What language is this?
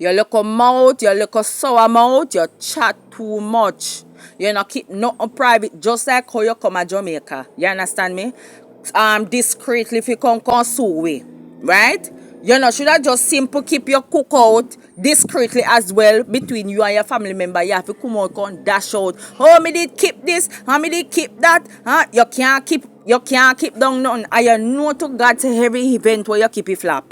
Jamaican Creole English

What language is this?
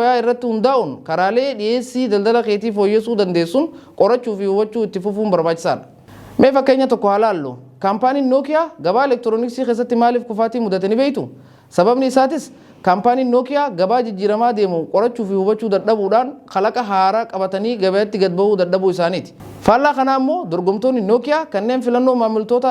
Oromo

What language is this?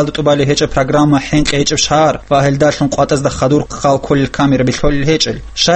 Avaric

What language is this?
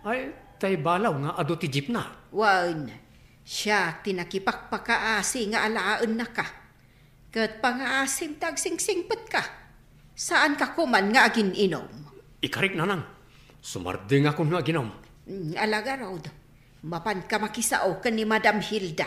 Iloko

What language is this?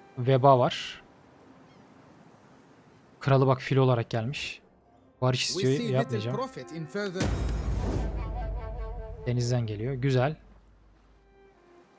Turkish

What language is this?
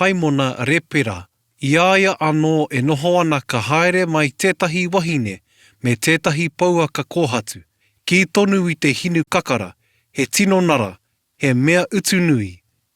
Māori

